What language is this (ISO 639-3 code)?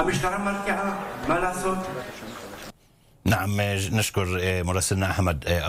ara